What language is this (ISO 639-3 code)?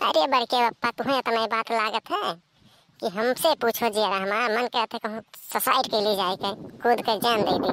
awa